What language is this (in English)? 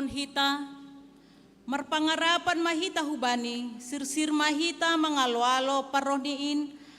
Batak Simalungun